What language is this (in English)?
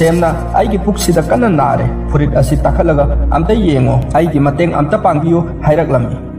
Manipuri